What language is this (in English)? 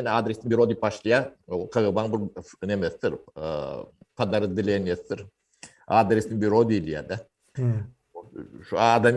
Turkmen